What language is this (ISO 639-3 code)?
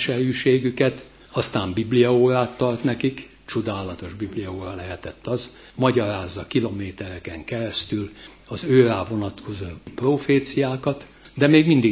hun